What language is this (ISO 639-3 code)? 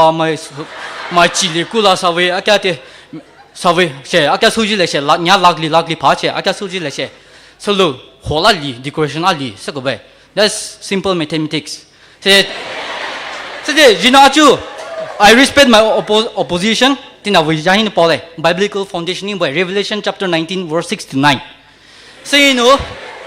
pmx